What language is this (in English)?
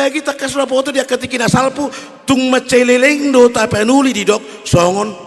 Batak Toba